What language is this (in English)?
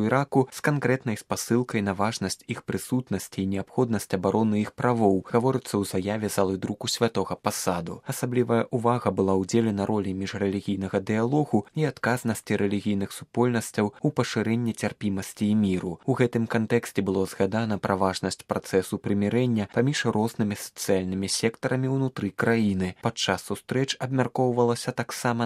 Belarusian